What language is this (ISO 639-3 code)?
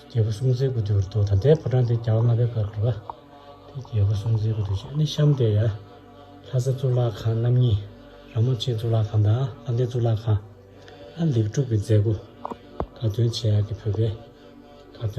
bod